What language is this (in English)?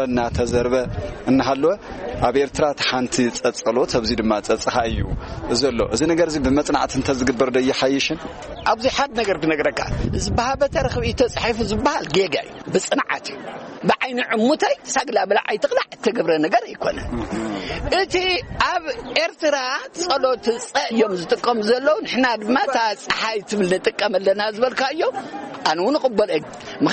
Tigrinya